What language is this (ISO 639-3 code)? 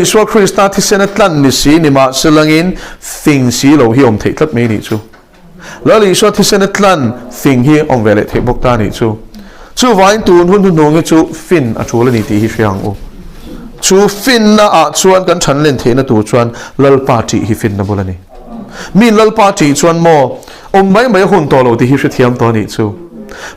lus